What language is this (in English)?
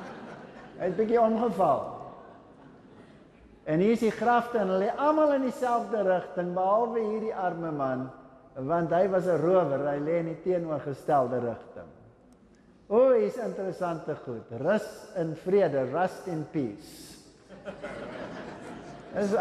Afrikaans